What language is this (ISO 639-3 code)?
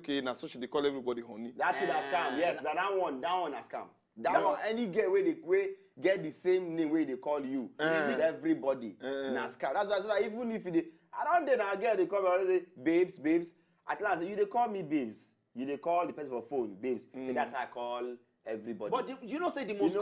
pcm